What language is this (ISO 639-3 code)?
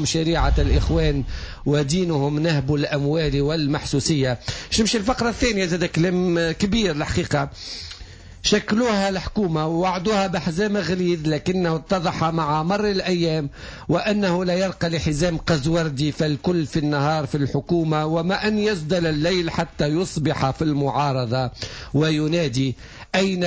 aeb